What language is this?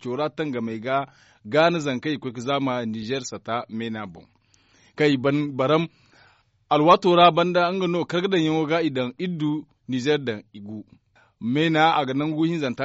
Zarma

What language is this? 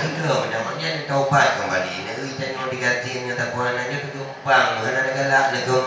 Achinese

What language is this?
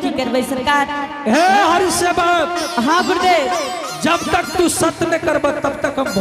Angika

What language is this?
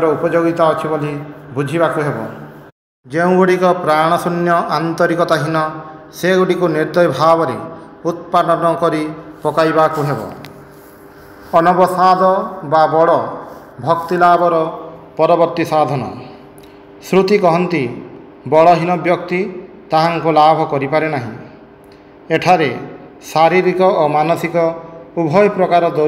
Odia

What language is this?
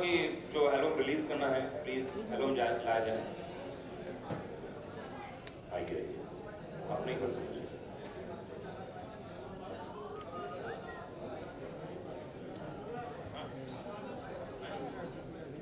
Hindi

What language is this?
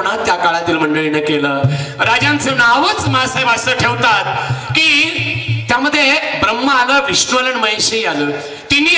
Marathi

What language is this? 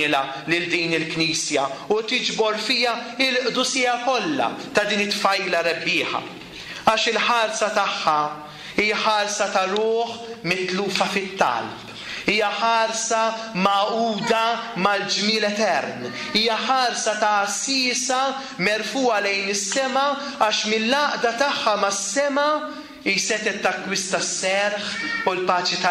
Maltese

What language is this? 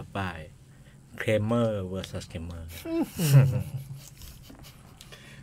Thai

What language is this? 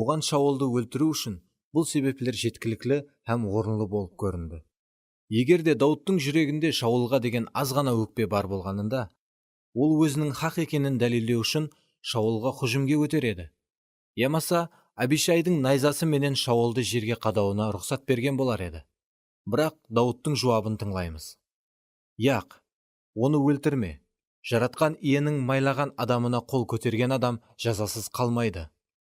Kara-Kalpak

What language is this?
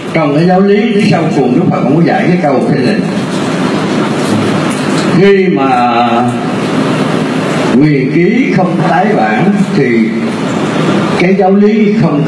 Vietnamese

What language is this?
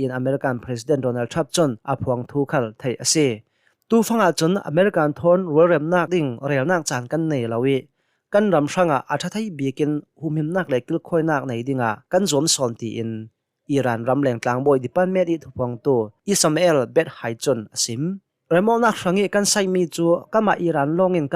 Hakha Chin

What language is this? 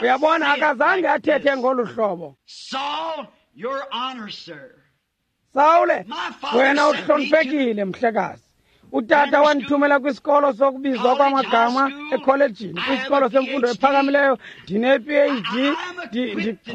Xhosa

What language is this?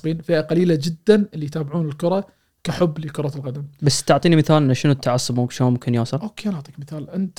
Gulf Arabic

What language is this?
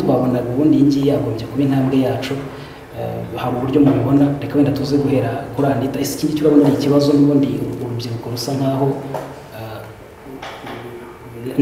Kinyarwanda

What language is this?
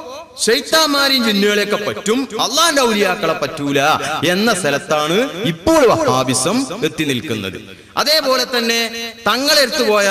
Malayalam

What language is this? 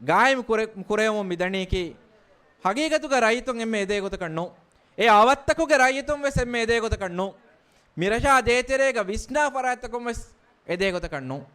Divehi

